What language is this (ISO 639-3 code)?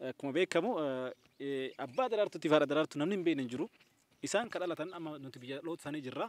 orm